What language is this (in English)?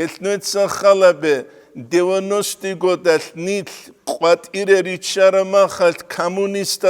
Avaric